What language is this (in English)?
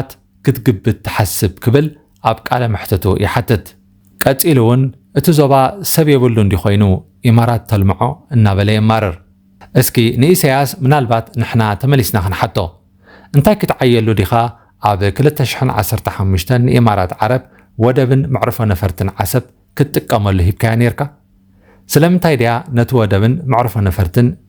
Tigrinya